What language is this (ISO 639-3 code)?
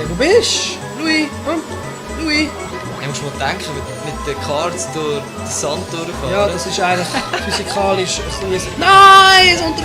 gsw